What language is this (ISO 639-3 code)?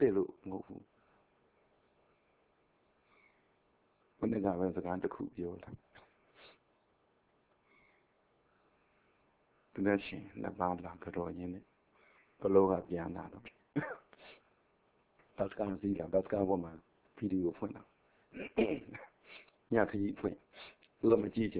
mya